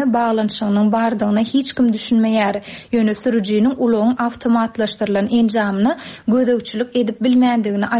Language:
Turkmen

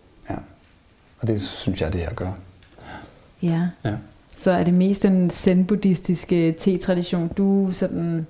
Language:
Danish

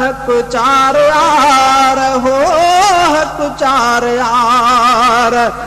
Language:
Sindhi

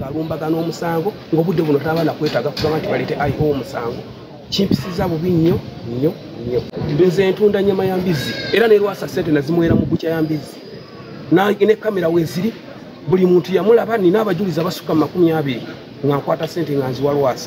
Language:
Ganda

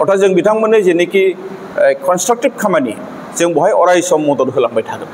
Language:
Bodo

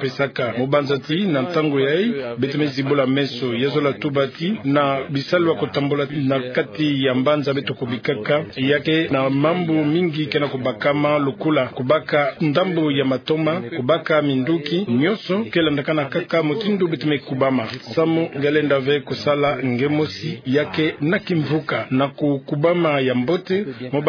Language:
Kituba (Democratic Republic of Congo)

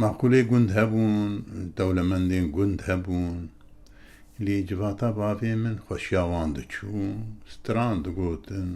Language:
Kurdish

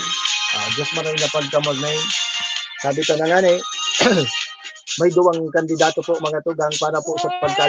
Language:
Bikol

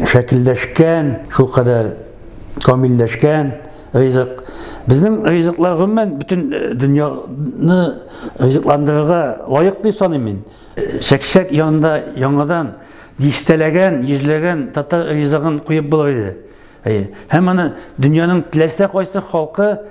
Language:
Tatar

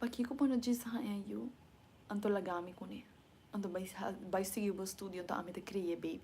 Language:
Papiamento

